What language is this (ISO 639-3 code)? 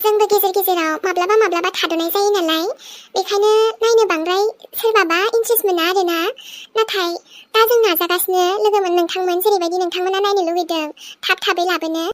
brx